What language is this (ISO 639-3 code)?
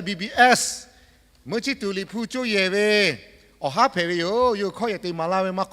lhu